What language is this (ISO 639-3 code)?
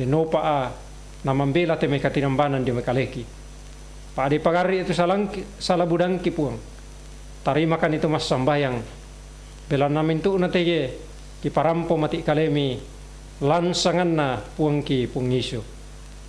sda